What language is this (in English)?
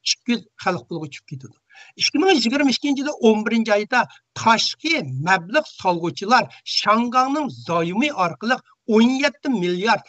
Uyghur